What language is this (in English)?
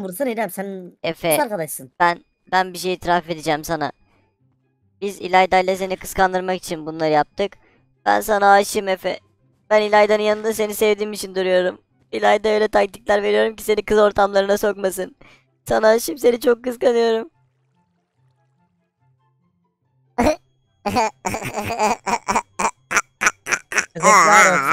Turkish